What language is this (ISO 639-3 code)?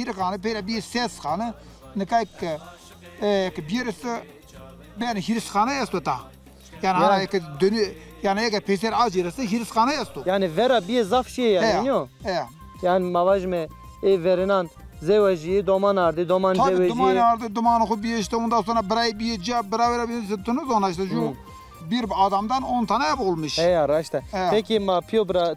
zza